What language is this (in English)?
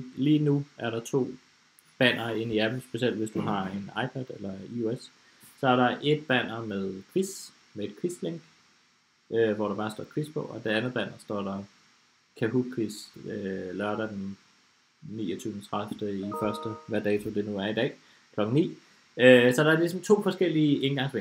Danish